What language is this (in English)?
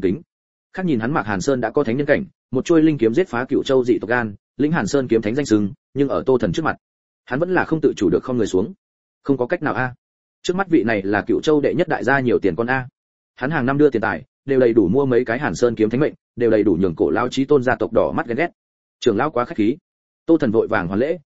Vietnamese